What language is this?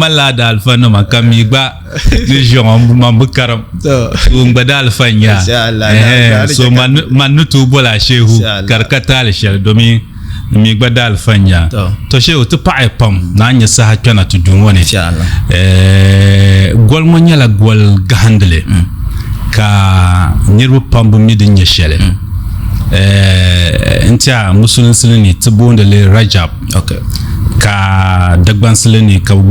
Dagbani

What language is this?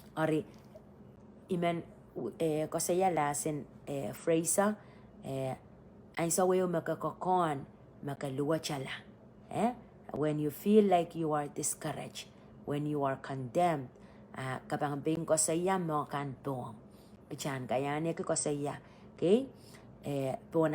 Pohnpeian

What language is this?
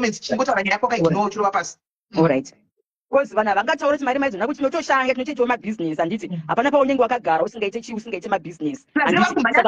Shona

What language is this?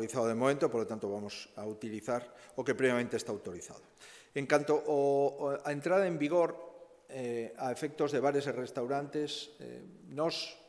Galician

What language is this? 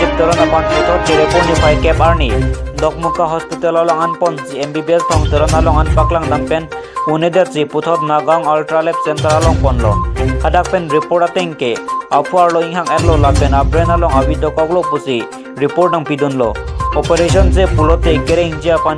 Karbi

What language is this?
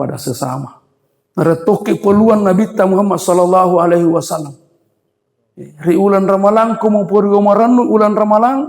Buginese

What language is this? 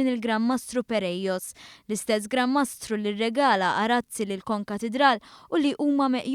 Maltese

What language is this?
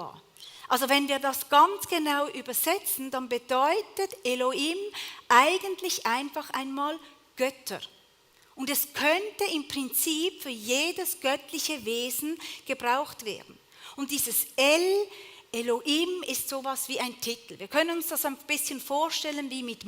Swiss German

